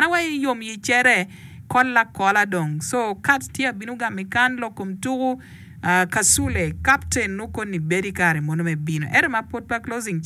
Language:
Acoli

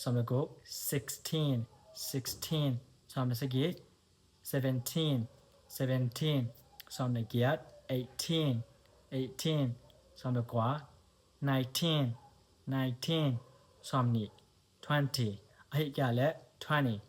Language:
Tedim Chin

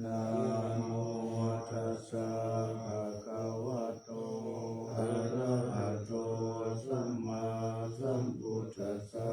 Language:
Pali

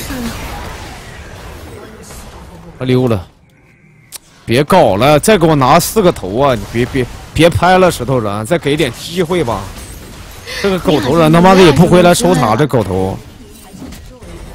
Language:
Chinese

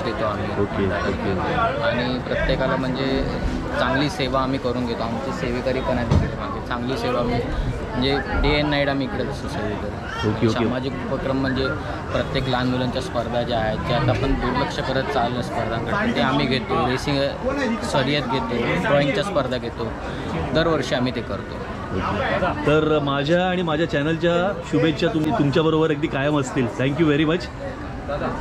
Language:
Marathi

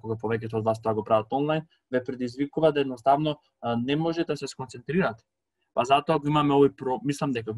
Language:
Macedonian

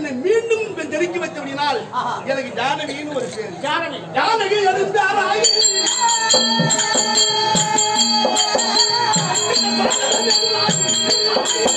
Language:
Tamil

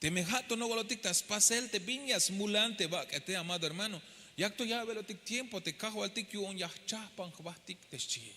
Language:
Tzeltal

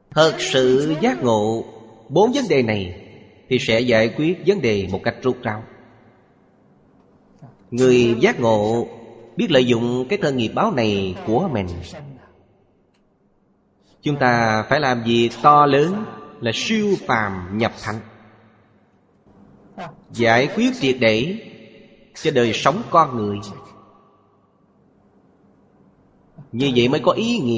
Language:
Vietnamese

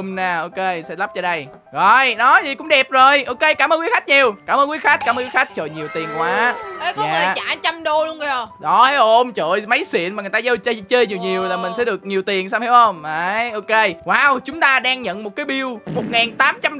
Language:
Vietnamese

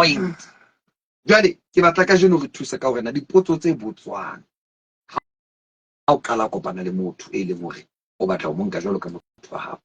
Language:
Southern Sotho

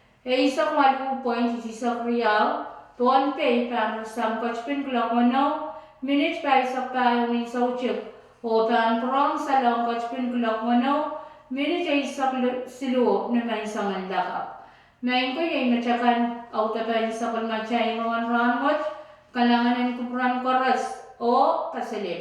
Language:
Pohnpeian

